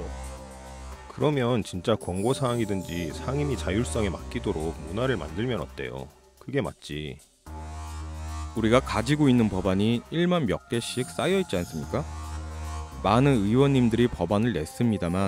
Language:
Korean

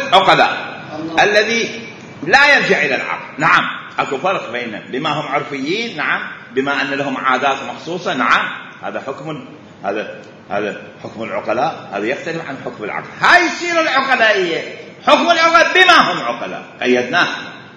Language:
Mesopotamian Arabic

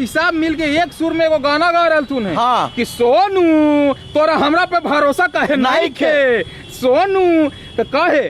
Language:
Magahi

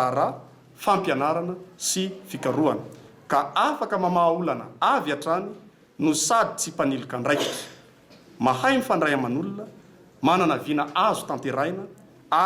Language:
Malagasy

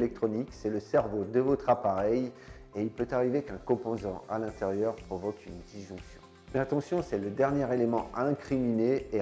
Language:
French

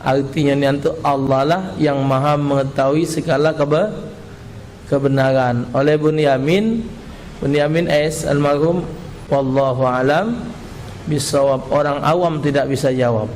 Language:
Musi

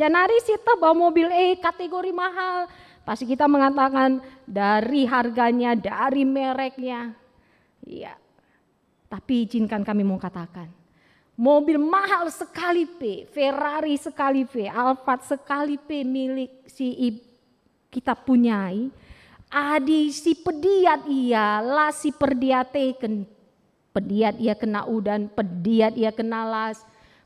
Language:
Batak Karo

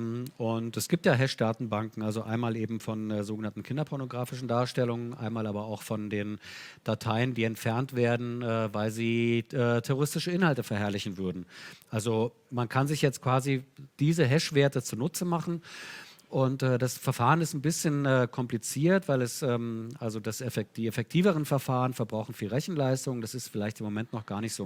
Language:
German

